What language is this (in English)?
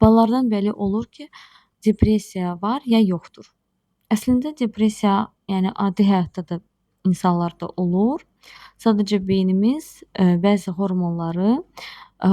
Azerbaijani